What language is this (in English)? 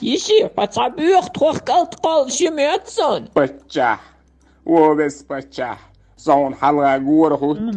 Chechen